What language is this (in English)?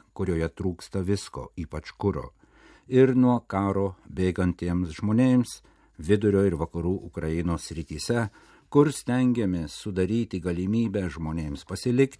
Lithuanian